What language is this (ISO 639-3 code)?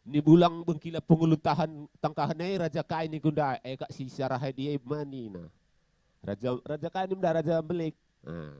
btx